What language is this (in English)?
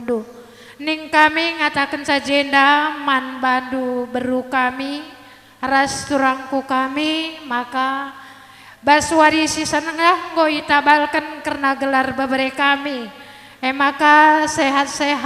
Batak Karo